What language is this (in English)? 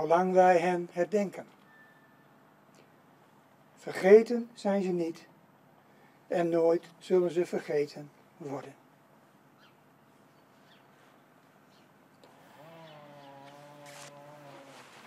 Dutch